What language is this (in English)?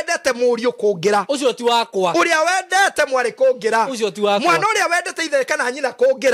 Kikuyu